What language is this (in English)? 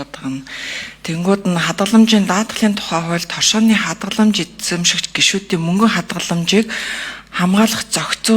Mongolian